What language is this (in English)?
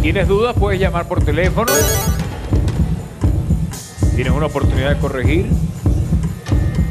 Spanish